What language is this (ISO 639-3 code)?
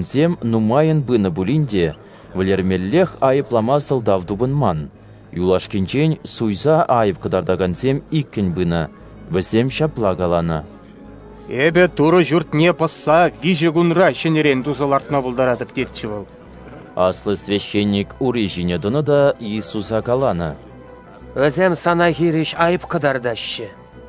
chv